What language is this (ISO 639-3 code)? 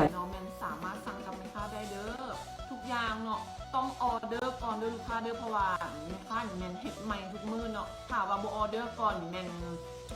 lao